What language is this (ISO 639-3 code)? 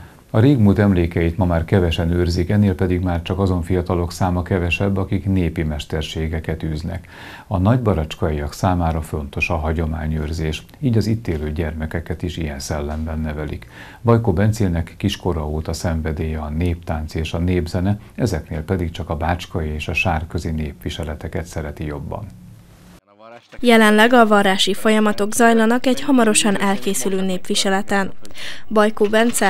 hun